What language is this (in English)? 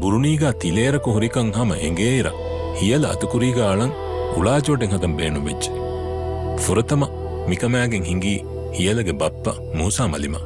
Divehi